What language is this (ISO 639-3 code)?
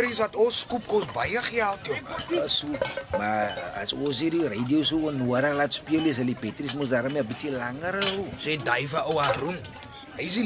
afr